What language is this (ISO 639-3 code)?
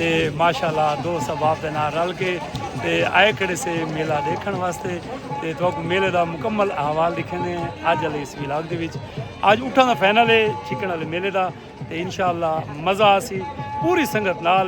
skr